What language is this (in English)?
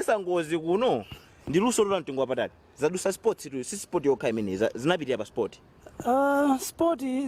Nyanja